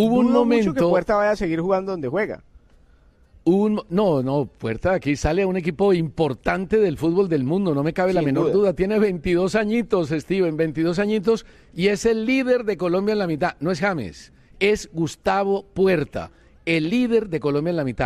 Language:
Spanish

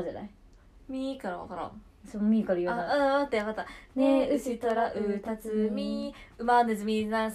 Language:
Japanese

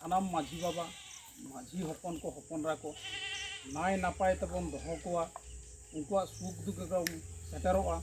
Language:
Santali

